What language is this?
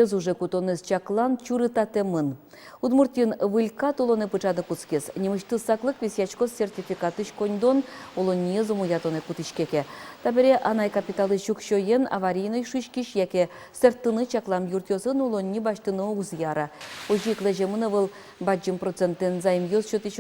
Udmurt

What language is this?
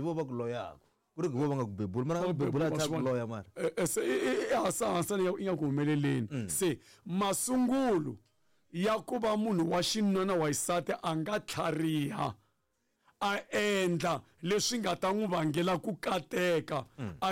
Tsonga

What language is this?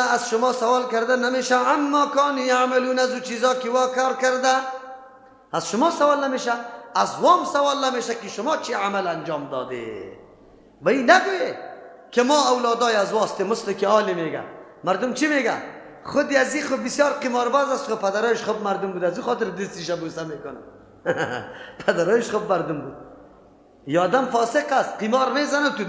Persian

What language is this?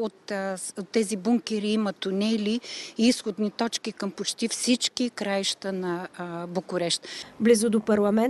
Bulgarian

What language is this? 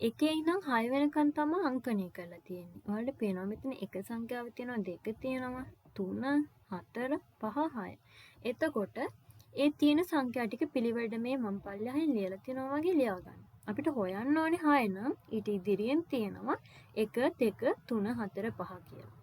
Sinhala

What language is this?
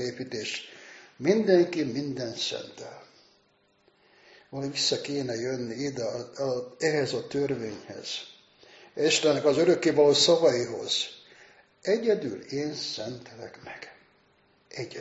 Hungarian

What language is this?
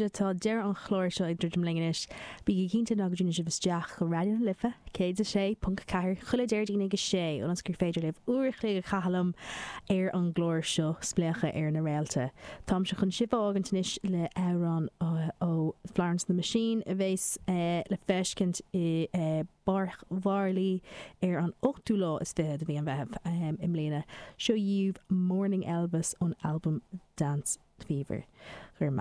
Irish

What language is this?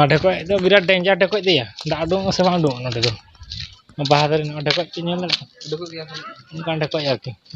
Santali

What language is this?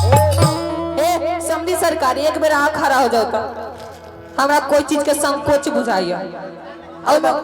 Maithili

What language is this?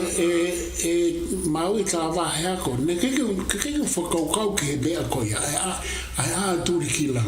Tongan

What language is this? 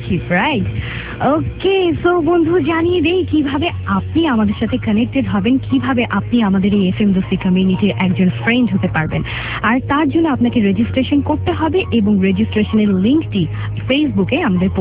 Bangla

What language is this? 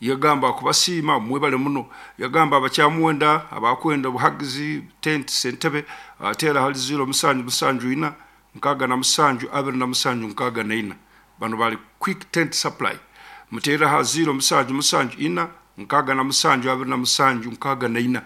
Nyankole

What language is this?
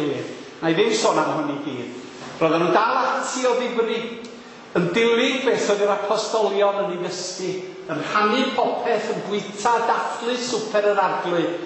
Welsh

